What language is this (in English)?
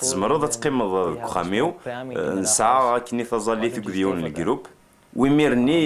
Kabyle